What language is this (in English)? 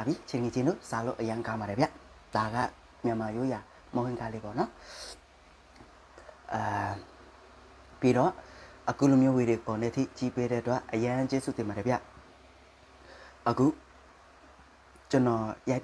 Burmese